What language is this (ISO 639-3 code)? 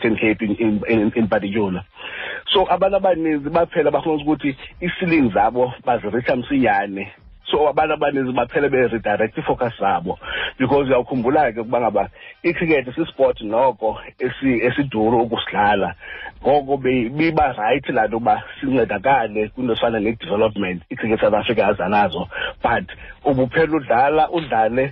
xho